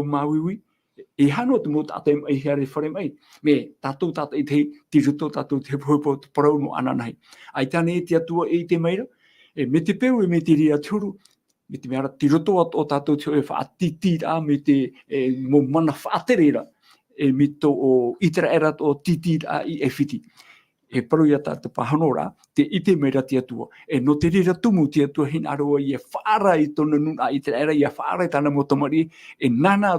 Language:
Tahitian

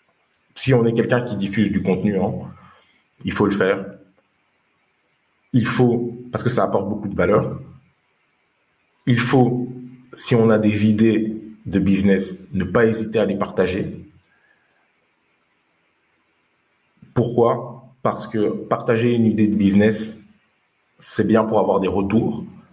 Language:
French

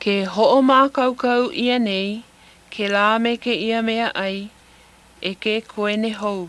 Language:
Hawaiian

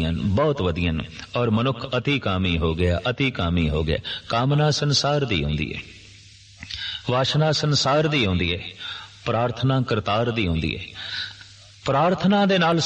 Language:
Punjabi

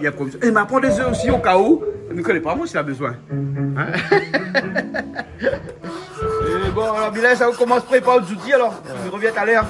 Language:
Réunion Creole French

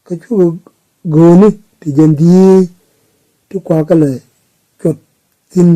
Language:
Nuer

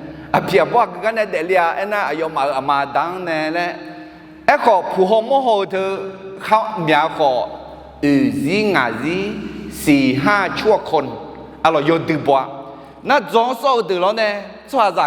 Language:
Akha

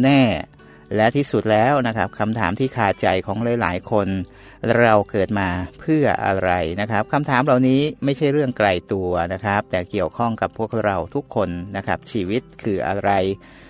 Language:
Thai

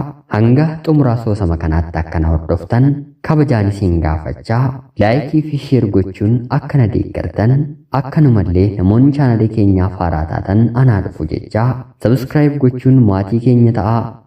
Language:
Oromo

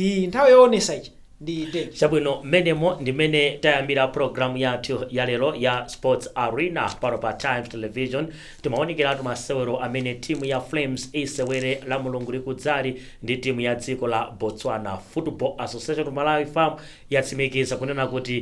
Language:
Nyanja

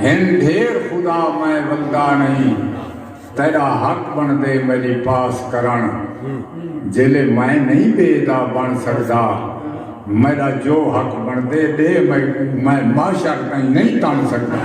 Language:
Saraiki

